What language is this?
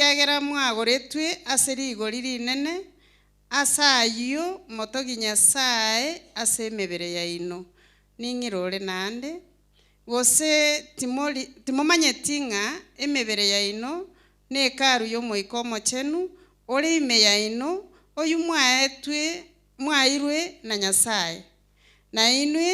Gusii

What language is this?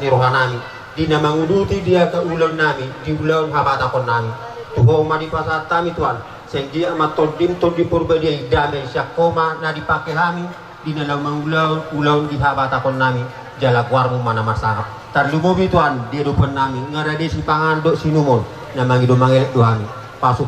Batak Toba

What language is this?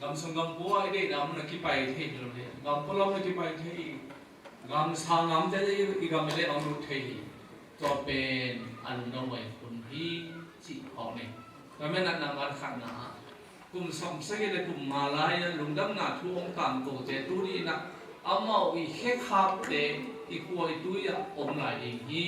Tedim Chin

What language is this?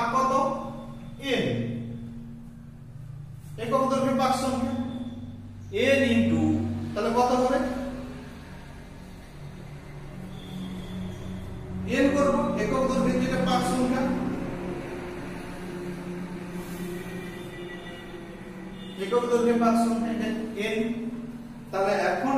Bangla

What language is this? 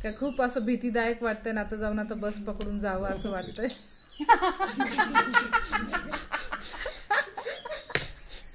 Marathi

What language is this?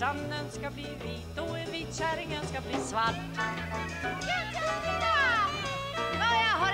Swedish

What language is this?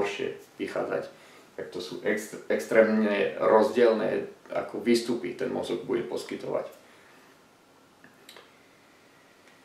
Slovak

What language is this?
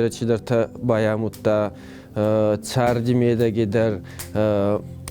Ossetic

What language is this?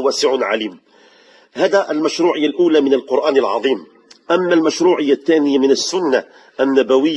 Moroccan Arabic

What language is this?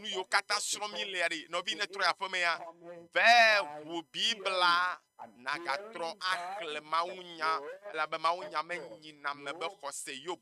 Ewe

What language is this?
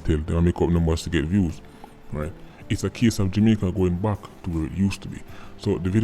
Jamaican Creole English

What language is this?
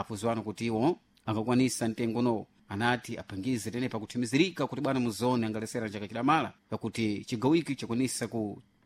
Sena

